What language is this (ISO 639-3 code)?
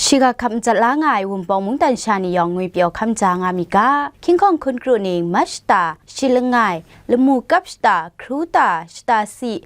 kac